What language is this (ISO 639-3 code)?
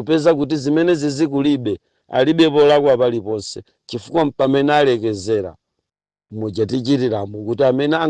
nya